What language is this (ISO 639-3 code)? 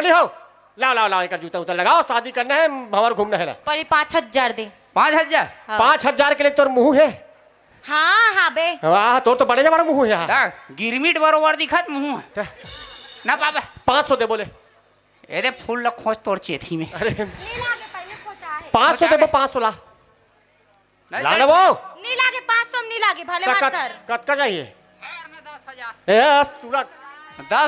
hne